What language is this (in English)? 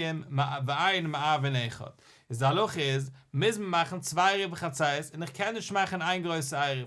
Yiddish